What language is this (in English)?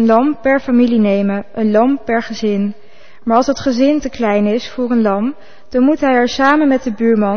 Dutch